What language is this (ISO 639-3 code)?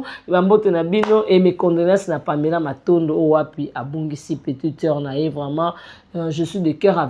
lin